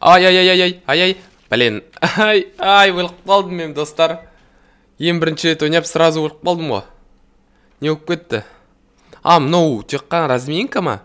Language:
Kazakh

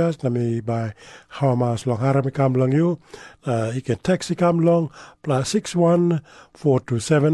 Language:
Tok Pisin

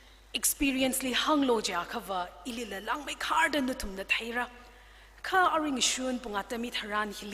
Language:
Tangkhul Naga (India)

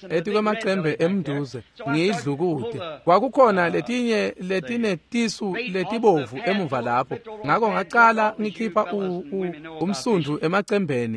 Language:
Swati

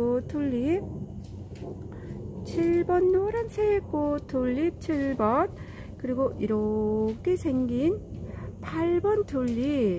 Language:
Korean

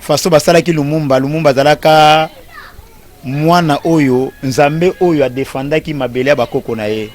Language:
Lingala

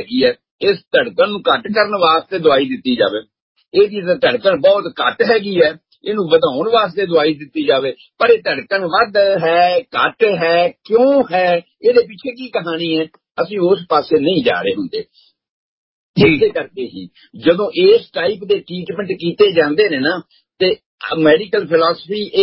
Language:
Punjabi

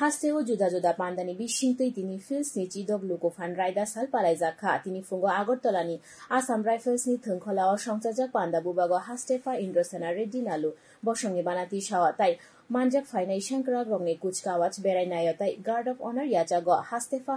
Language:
Kok Borok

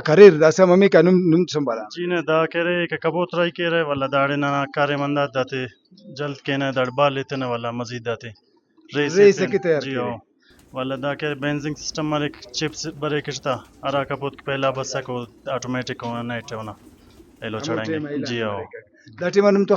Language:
Brahui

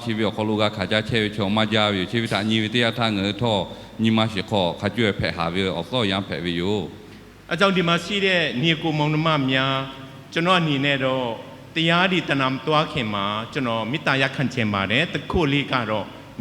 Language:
Lahu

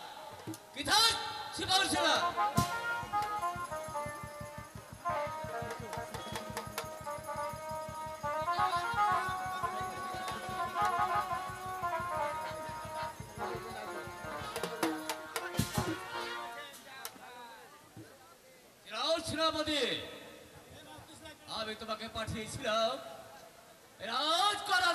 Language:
Bangla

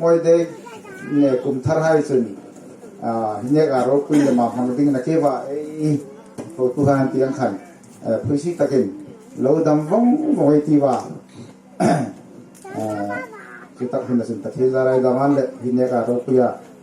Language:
Hmar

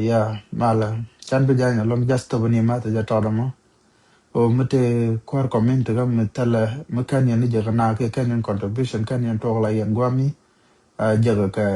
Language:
Nuer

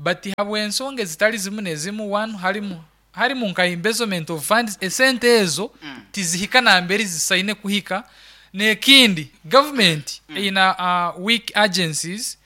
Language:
Nyankole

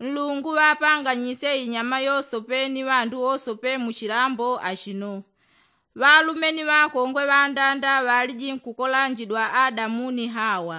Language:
Yao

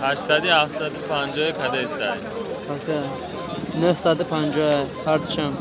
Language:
Tajik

